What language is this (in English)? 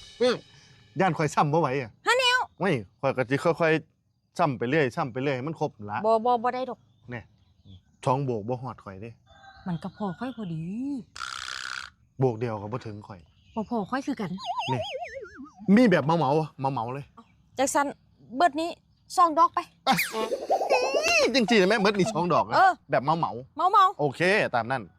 Lao